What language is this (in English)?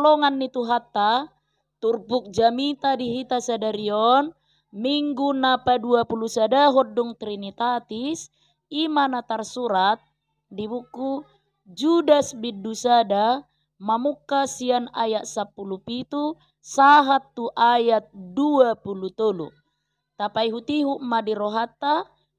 Batak Toba